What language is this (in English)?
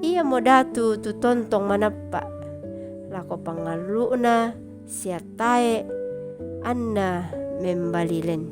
Toraja-Sa'dan